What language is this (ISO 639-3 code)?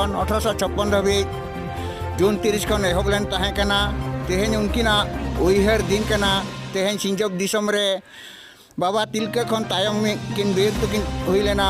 sat